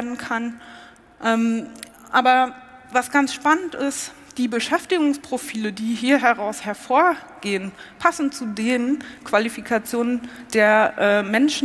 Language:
German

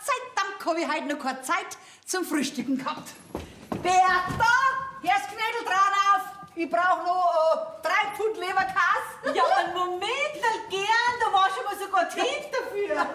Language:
Bavarian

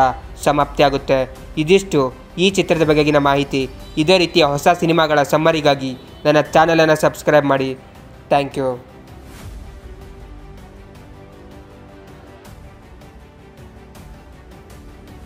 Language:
Kannada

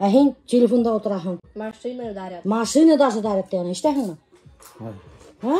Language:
Bashkir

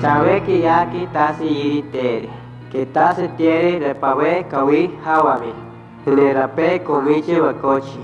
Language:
Central Tarahumara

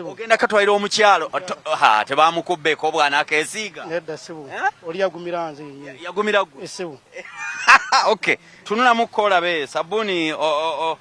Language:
Ganda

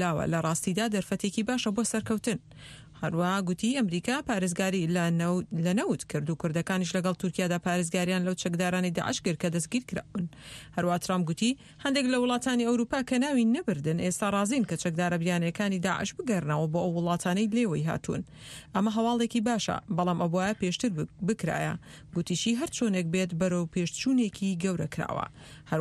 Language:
Central Kurdish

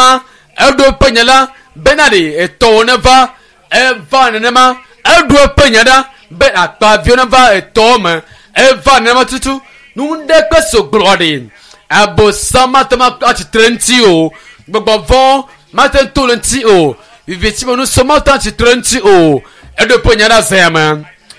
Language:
Ewe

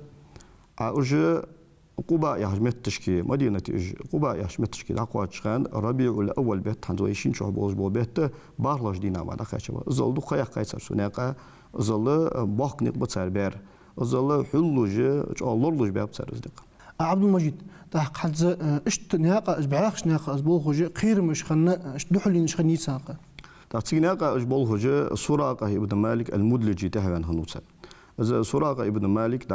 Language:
Ingush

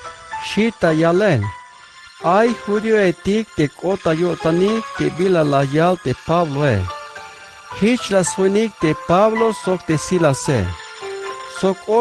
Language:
Tzeltal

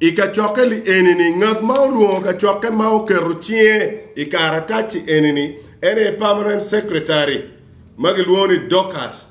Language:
Acoli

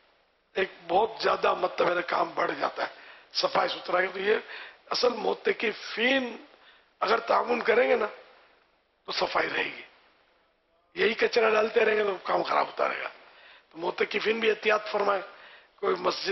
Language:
Urdu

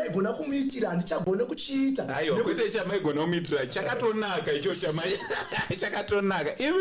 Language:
Shona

